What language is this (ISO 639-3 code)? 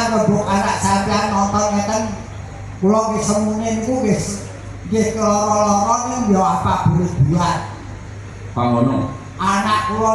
jav